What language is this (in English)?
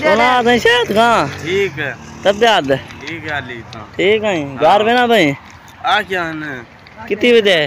Saraiki